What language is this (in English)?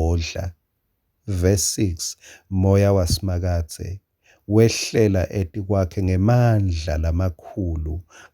Swati